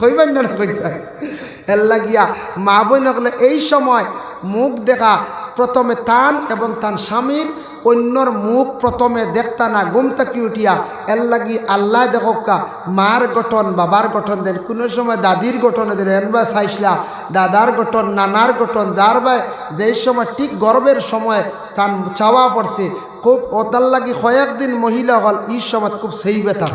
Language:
Sylheti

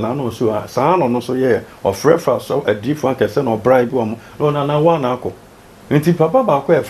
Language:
Akan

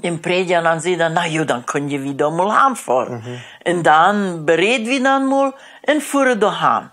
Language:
Plautdietsch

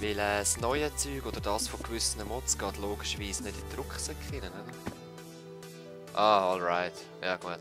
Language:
Swiss German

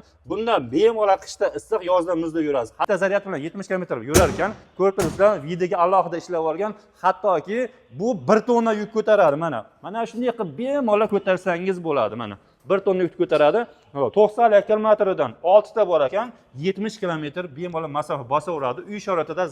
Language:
Uzbek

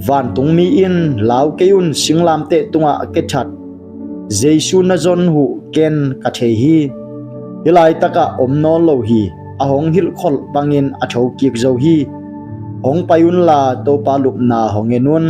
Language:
Tedim Chin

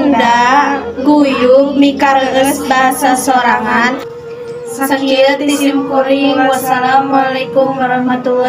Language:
Sundanese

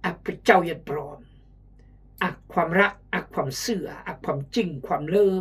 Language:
Khmu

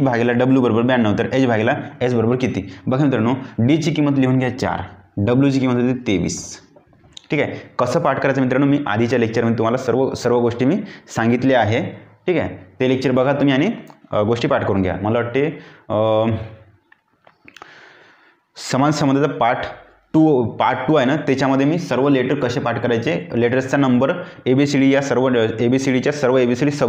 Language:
Marathi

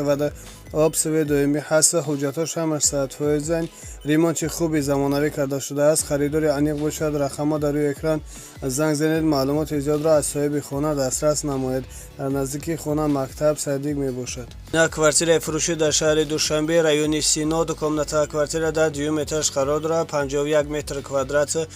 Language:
Tajik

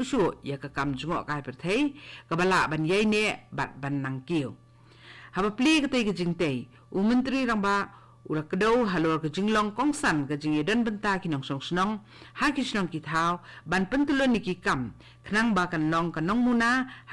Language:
Khasi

